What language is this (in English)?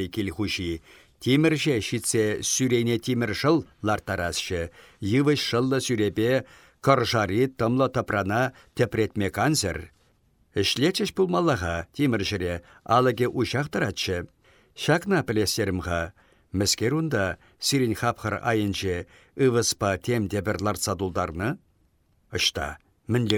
Chuvash